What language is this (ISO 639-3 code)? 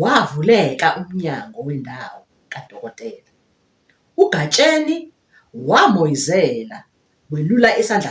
zul